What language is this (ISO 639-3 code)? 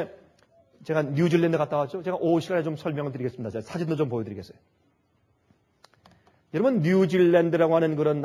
kor